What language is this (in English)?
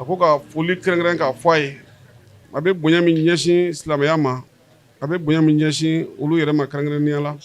Bambara